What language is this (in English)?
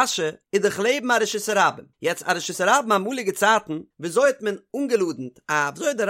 Yiddish